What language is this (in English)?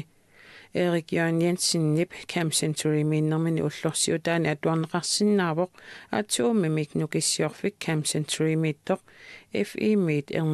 Kalaallisut